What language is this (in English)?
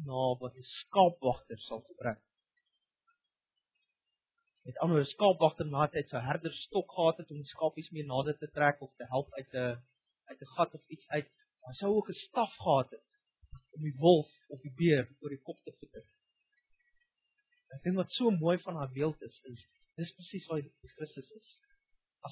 Afrikaans